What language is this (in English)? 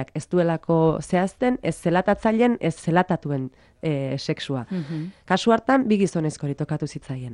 Basque